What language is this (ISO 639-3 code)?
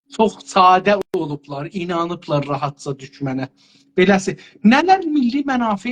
azb